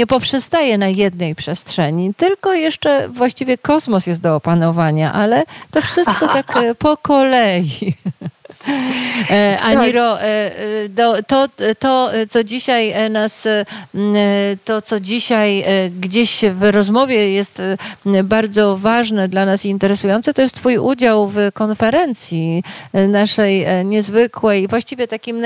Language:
Polish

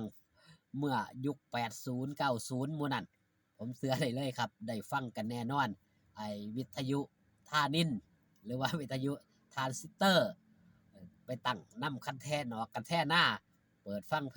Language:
Northeastern Thai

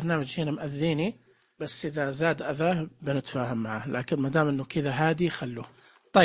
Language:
Najdi Arabic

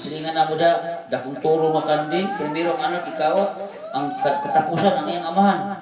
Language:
Cebuano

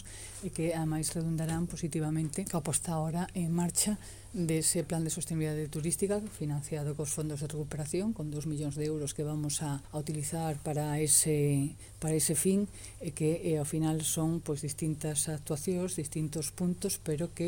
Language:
Galician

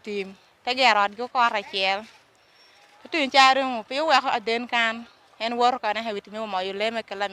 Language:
Lango (Uganda)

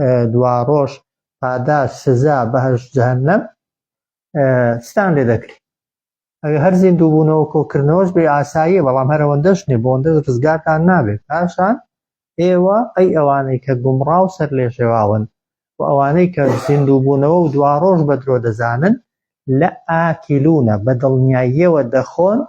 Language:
Central Kurdish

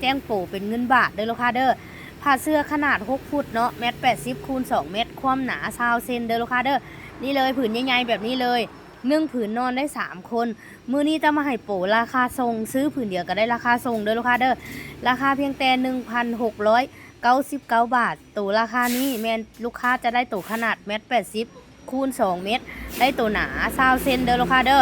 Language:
Lao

